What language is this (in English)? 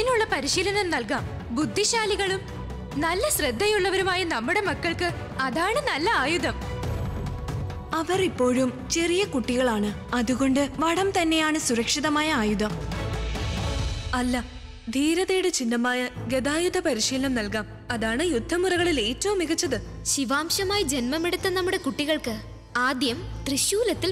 Malayalam